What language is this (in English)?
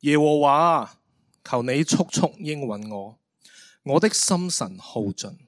Cantonese